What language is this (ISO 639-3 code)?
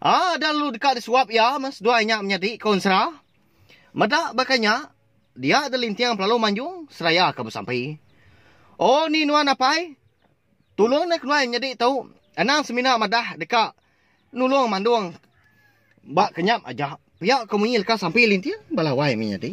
iba